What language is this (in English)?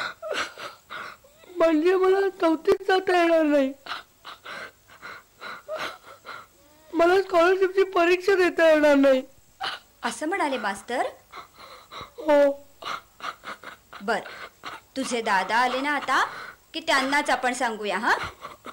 Marathi